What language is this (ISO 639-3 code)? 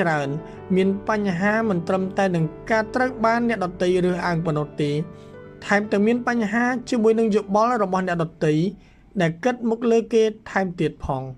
khm